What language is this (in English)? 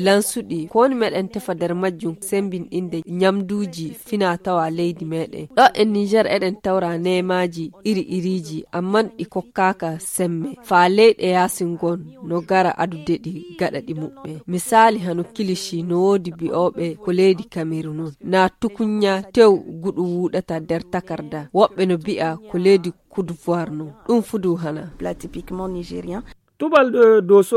Fula